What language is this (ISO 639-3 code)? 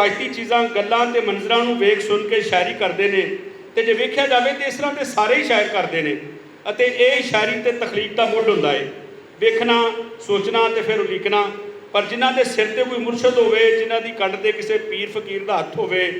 lah